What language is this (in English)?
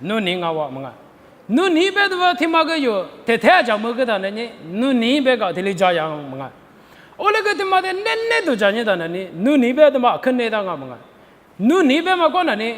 Lisu